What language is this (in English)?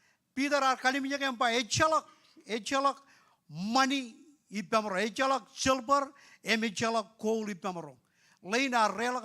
Marshallese